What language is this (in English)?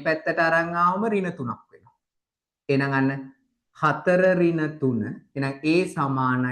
Sinhala